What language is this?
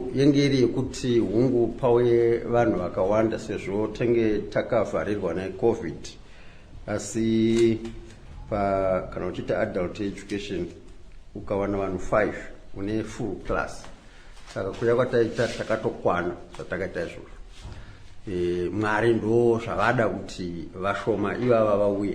Shona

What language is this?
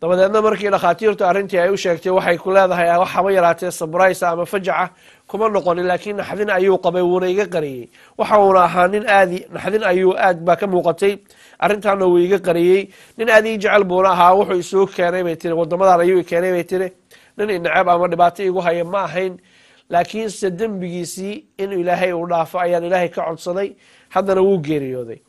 Somali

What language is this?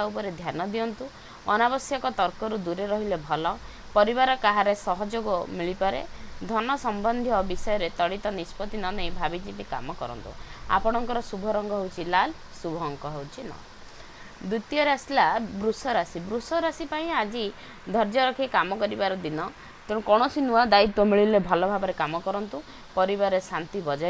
Odia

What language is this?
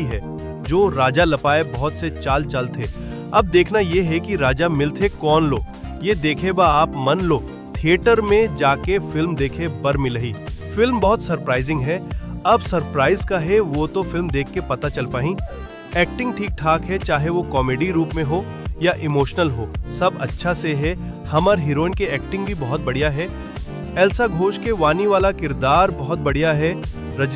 Chhattisgarhi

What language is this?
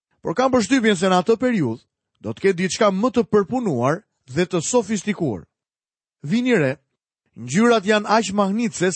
Albanian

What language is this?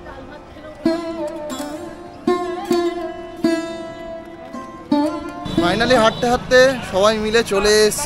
Bangla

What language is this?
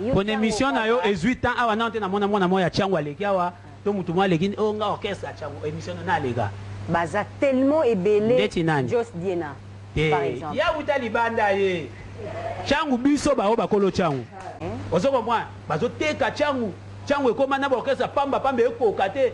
Lingala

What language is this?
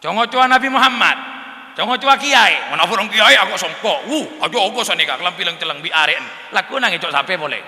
Madurese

